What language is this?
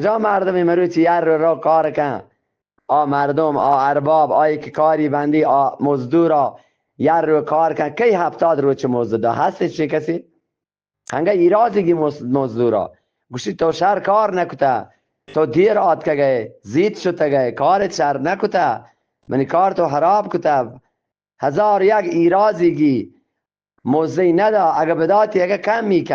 Eastern Balochi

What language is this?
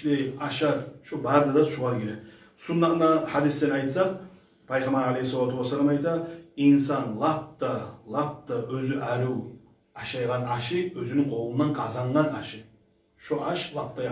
Kumyk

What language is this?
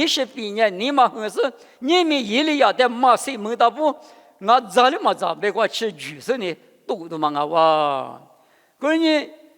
Lisu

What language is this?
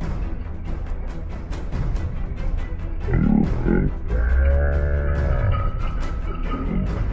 Thai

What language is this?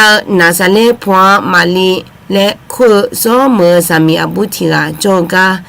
Akha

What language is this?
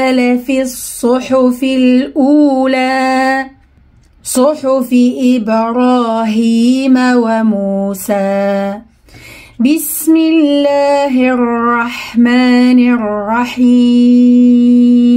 Arabic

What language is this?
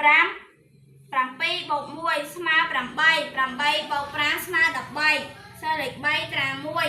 Khmer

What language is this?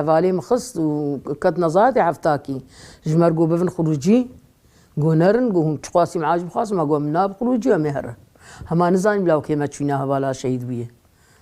Kurdish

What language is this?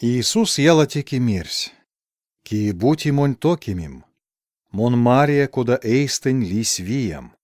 Erzya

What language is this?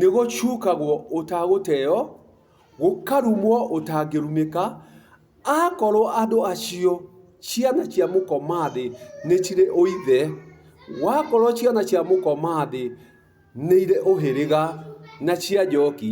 Kikuyu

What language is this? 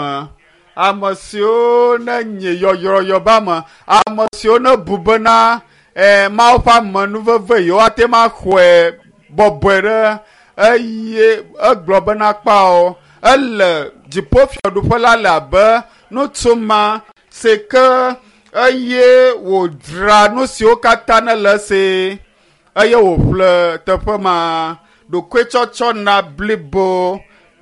Ewe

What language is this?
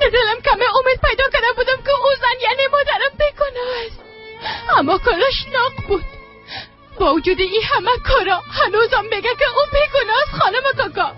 Persian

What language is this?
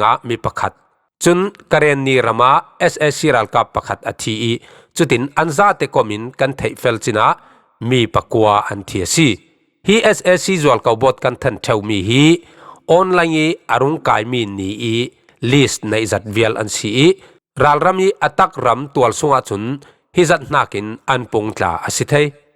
Falam Chin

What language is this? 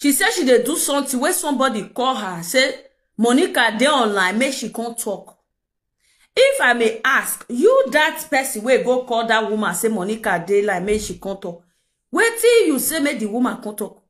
Nigerian Pidgin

